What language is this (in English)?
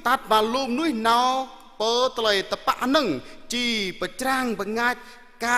Jarai